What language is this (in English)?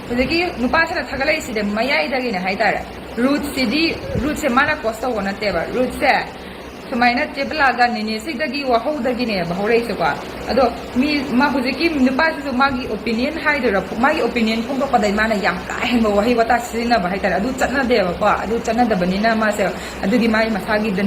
Manipuri